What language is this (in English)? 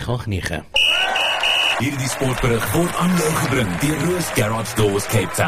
Afrikaans